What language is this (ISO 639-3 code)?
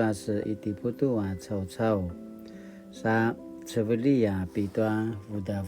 pwn